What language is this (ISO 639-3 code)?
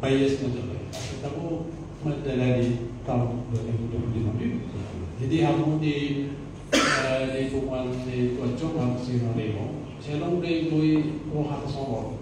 bbc